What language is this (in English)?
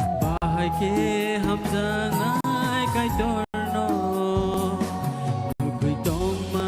Kok Borok